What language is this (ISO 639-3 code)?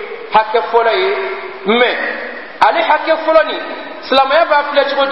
bam